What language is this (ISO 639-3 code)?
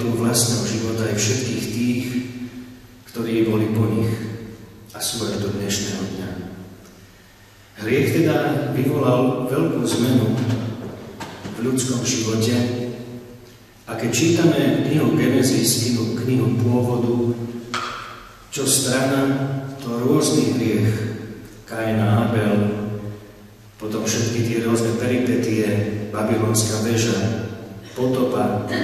slk